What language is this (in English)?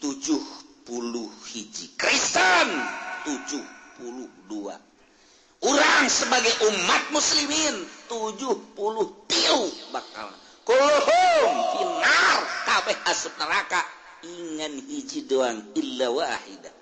Sundanese